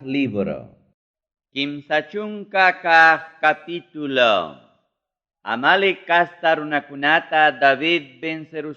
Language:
Ayacucho Quechua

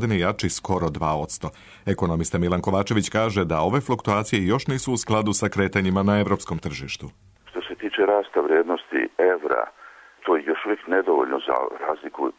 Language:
Serbian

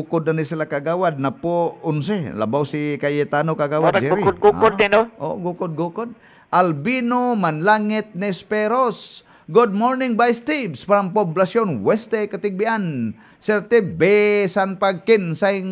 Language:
Cebuano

